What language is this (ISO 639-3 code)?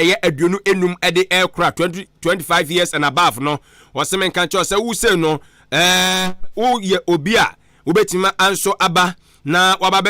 aka